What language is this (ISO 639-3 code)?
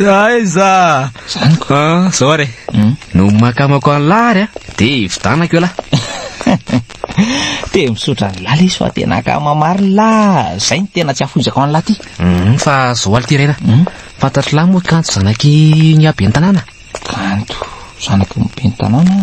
mlg